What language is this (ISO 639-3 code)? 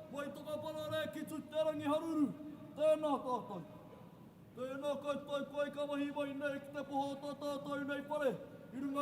mri